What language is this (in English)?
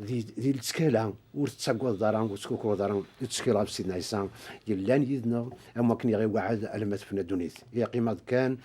Kabyle